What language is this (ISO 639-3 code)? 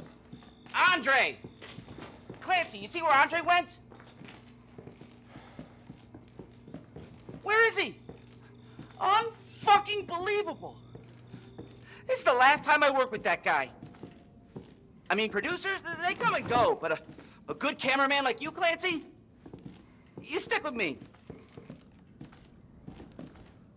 eng